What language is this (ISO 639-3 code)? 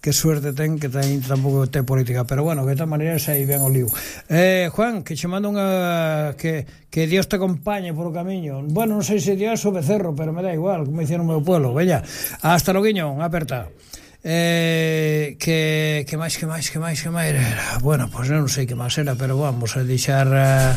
glg